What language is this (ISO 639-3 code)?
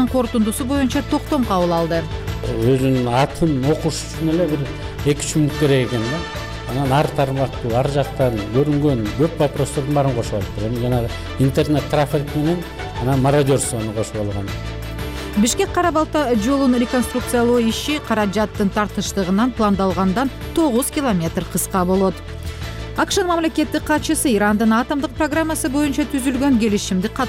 kir